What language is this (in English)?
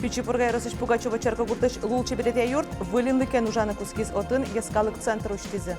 Udmurt